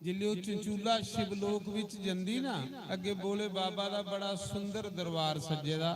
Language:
Dogri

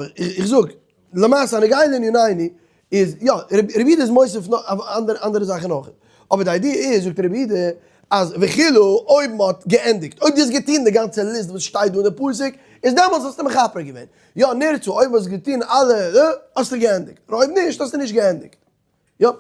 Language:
Yiddish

